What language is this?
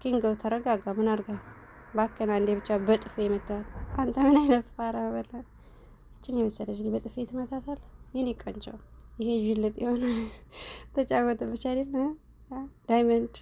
Amharic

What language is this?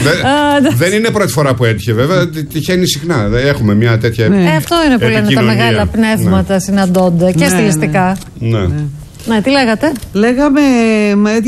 Greek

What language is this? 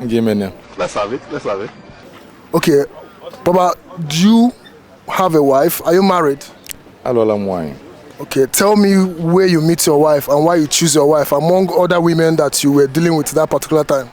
Igbo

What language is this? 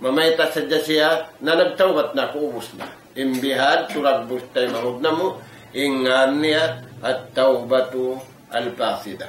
Tausug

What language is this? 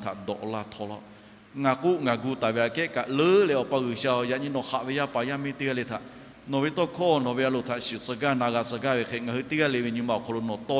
Lahu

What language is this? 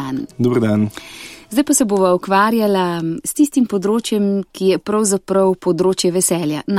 Slovenian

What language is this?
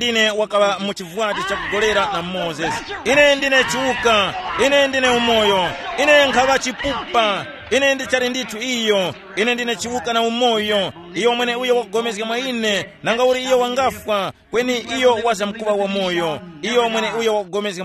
Tumbuka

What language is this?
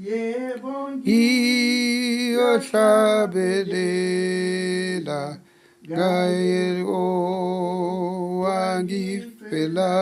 Zulu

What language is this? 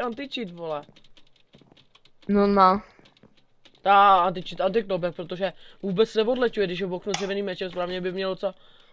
Czech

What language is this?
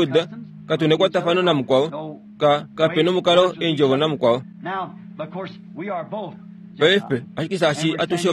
Kuanyama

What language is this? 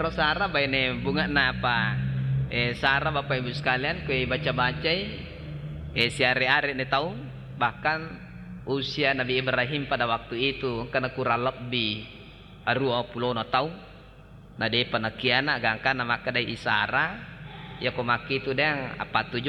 Buginese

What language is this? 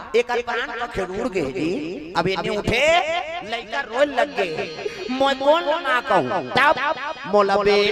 Chhattisgarhi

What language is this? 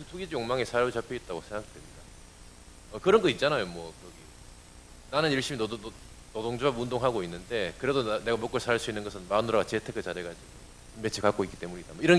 Korean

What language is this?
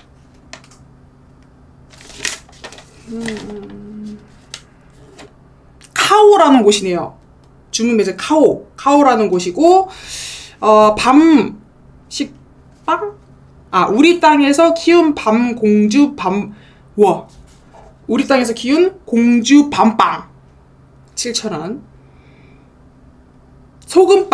Korean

